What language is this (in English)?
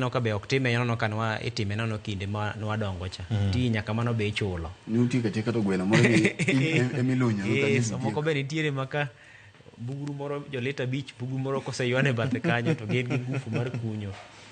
Luo (Kenya and Tanzania)